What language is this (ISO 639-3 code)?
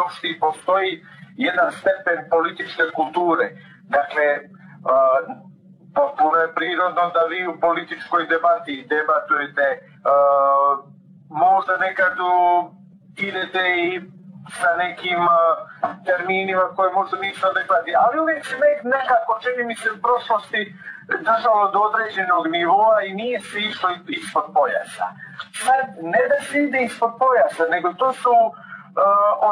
bos